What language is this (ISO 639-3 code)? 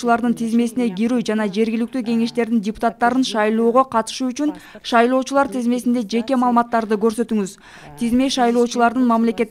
kir